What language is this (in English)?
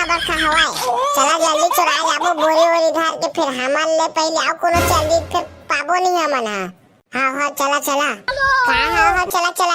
Chhattisgarhi